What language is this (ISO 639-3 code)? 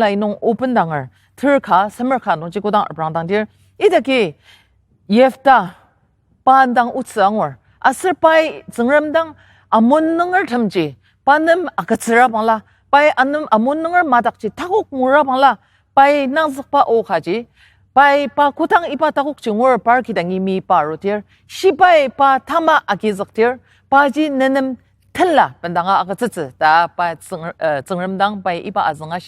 njo